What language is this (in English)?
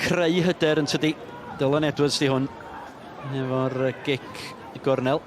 Welsh